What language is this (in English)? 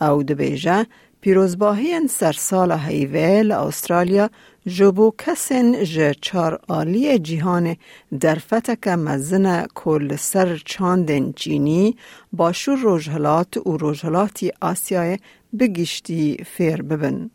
Kurdish